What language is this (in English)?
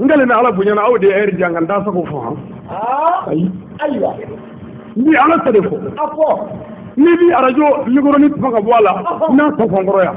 Bambara